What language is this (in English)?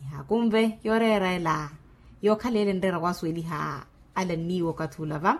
Makhuwa